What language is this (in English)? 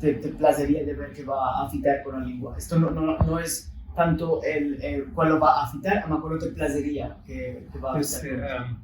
Ladino